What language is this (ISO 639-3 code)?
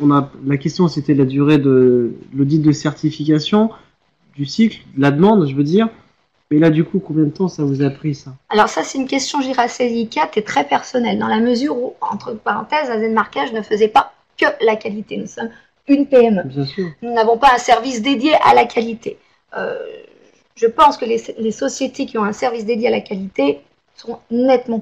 fra